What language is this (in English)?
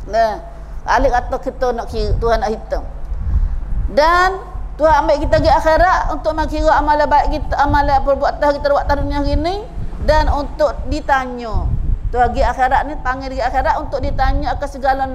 Malay